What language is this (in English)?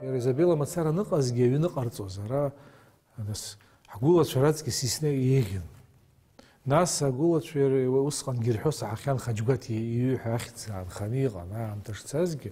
Abkhazian